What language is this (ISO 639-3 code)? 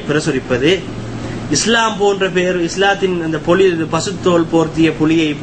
tam